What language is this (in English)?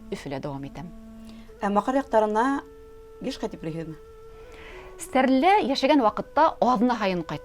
Bashkir